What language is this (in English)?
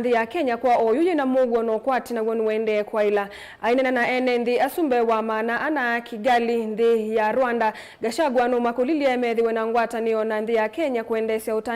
Kamba